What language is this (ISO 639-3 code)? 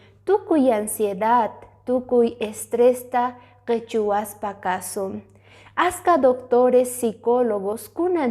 que